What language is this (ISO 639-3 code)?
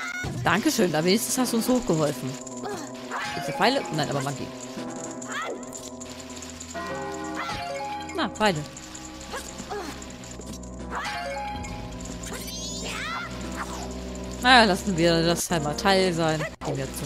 deu